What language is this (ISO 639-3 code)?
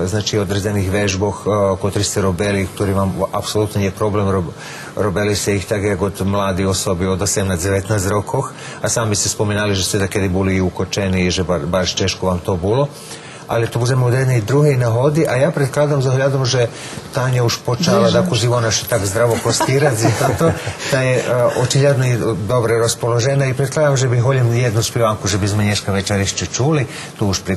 rue